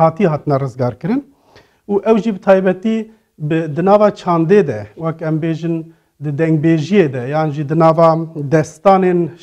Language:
Kurdish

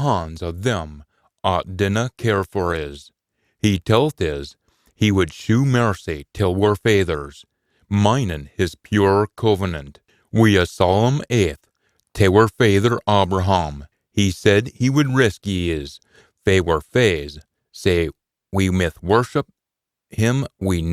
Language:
Scots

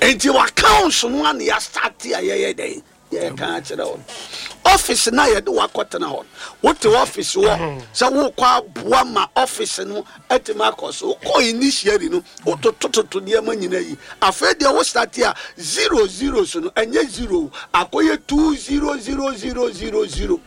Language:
Akan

